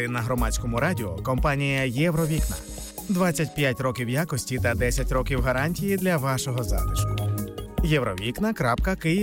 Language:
Ukrainian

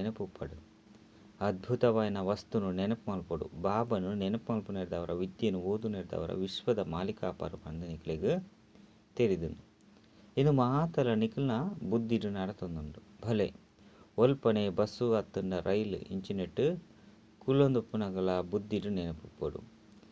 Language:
Tulu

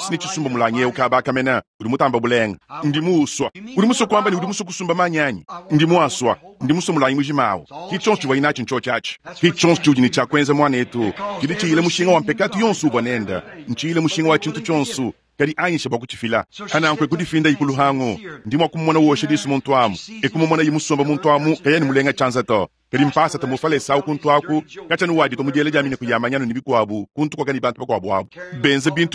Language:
Luba-Lulua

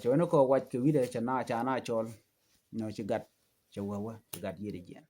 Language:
Nuer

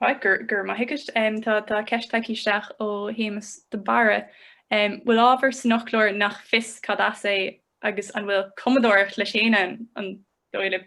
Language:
Irish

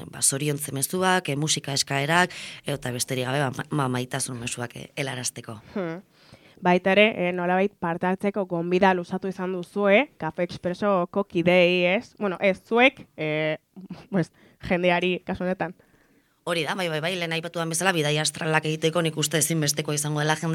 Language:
Basque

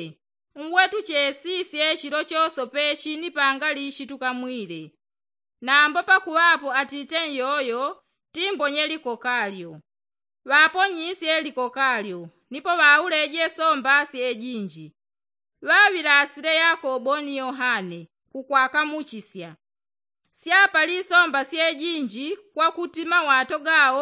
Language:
Yao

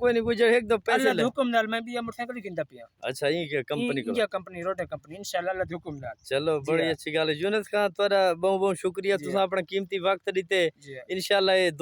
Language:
Saraiki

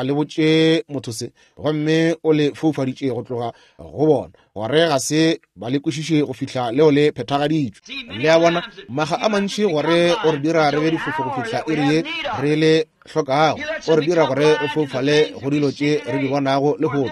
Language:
Northern Sotho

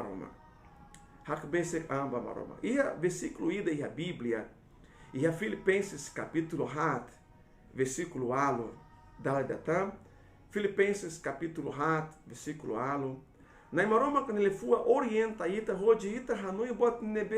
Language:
Tetum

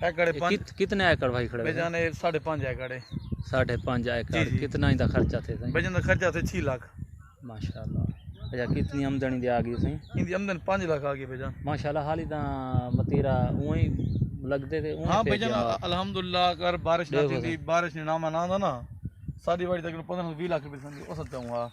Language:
Saraiki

